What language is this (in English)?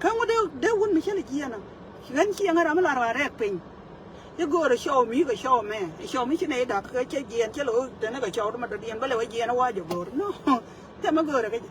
Nuer